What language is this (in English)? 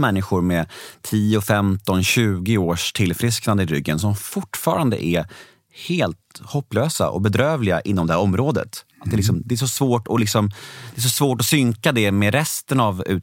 Swedish